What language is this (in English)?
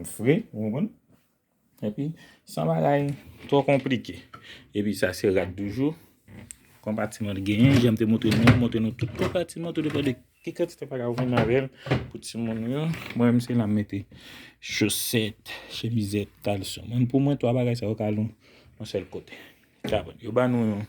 Haitian Creole